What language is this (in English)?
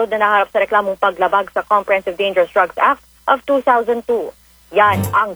Filipino